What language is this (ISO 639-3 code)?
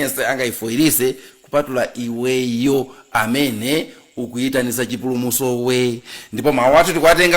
nya